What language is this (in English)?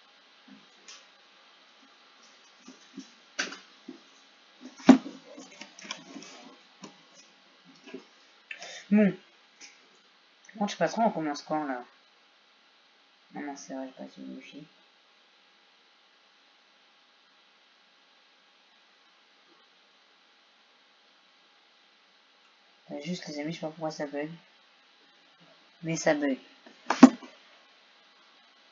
French